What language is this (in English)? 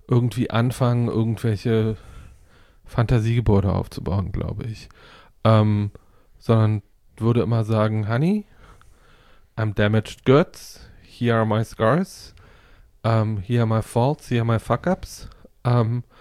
German